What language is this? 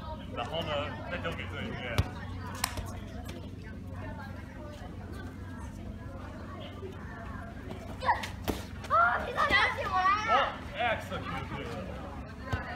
Chinese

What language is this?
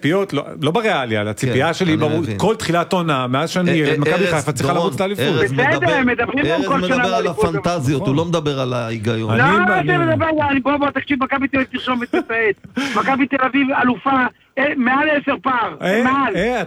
Hebrew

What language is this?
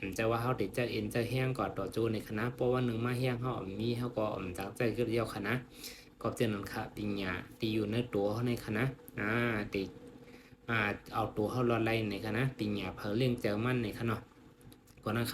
Shan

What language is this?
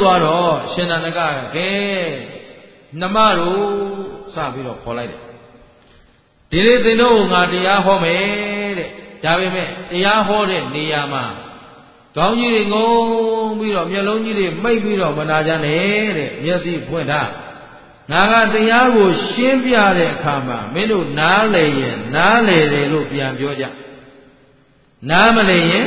Burmese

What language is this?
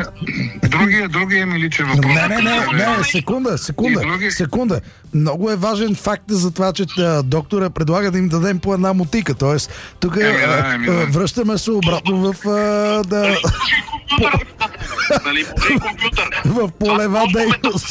Bulgarian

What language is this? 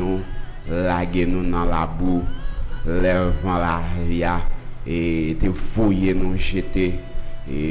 Haitian Creole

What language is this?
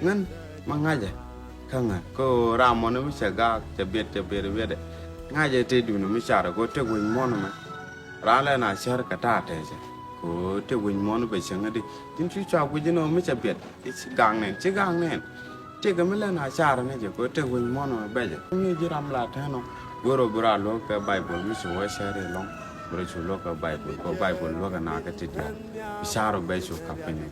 Nuer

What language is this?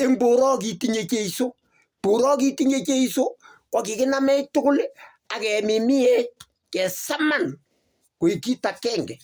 Kalenjin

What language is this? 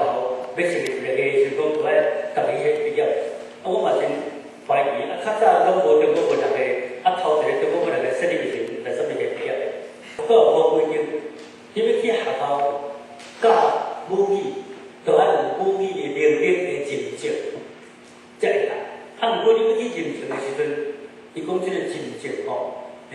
Min Nan Chinese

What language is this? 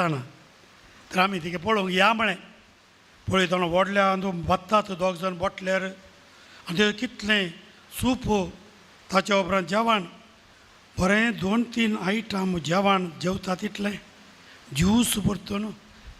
Konkani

